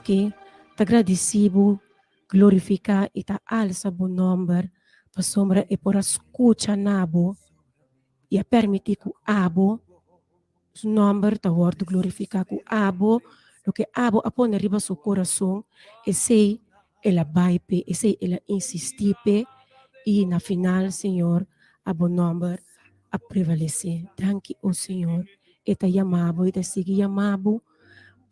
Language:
Papiamento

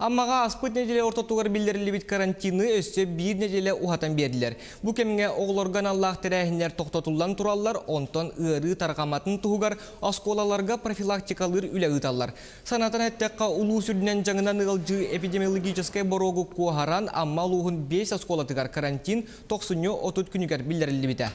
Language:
Yakut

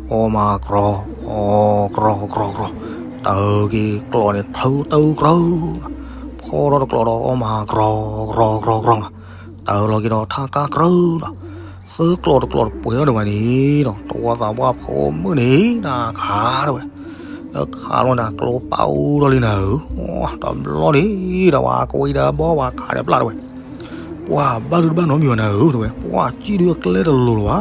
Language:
S'gaw Karen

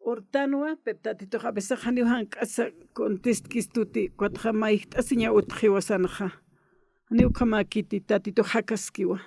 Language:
Aymara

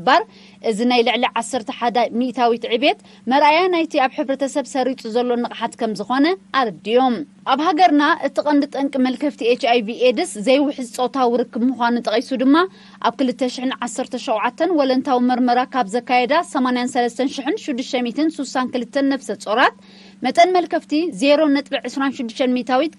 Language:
Tigrinya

